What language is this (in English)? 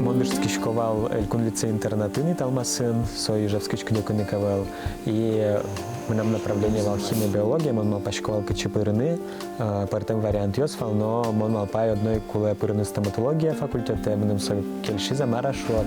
Udmurt